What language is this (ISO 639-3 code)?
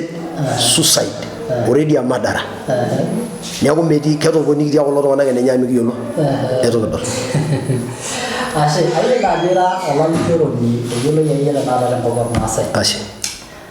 mas